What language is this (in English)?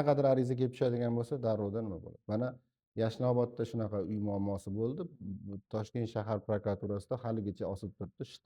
Uzbek